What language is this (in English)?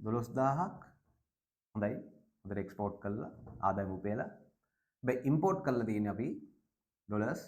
Sinhala